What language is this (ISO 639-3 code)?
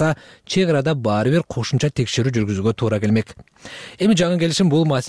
kir